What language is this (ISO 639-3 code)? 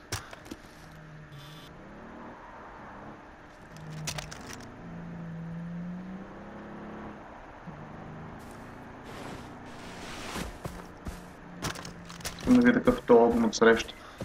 bul